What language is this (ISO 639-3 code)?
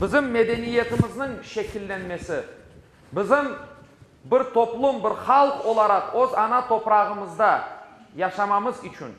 crh